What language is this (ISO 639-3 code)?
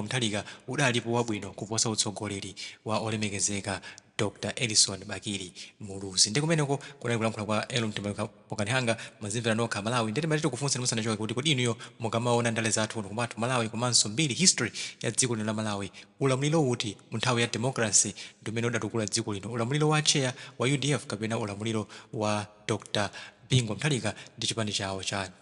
nya